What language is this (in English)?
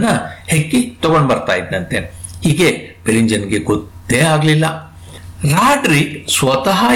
Kannada